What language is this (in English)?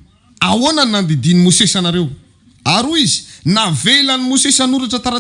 Malagasy